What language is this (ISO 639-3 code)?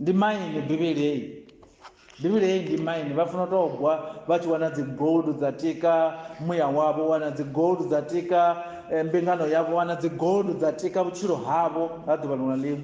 ven